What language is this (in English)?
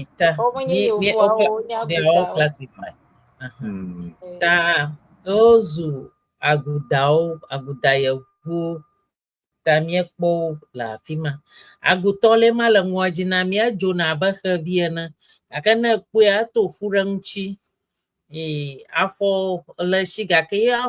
Ewe